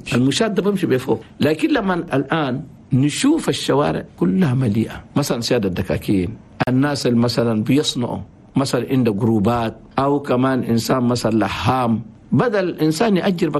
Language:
Chadian Arabic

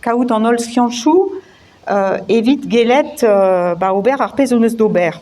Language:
Breton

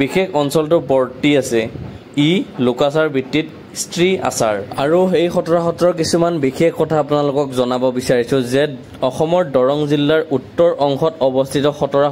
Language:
Assamese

